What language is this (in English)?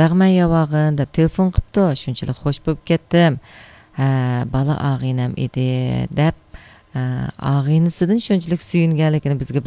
Uyghur